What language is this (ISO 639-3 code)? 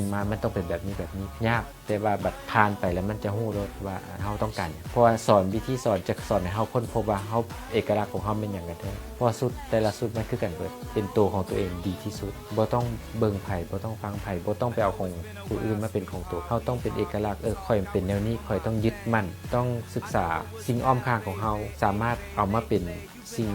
lao